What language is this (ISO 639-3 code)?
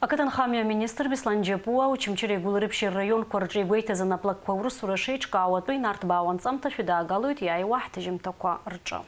abk